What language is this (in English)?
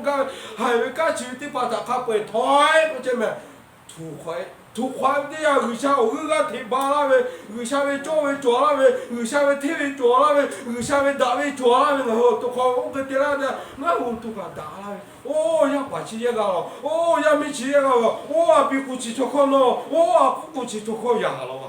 Lahu